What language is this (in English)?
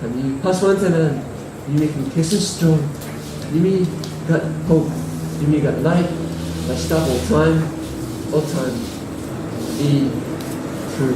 Tok Pisin